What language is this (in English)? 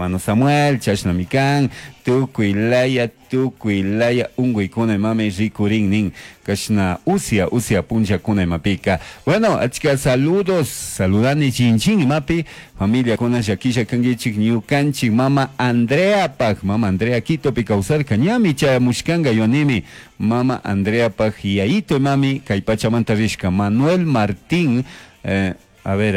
Chimborazo Highland Quichua